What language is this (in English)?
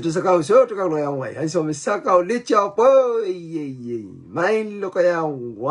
Pohnpeian